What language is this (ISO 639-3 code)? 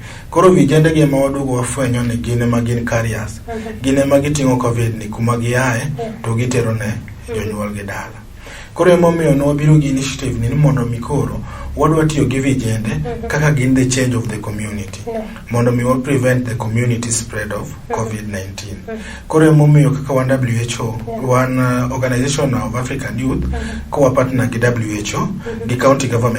luo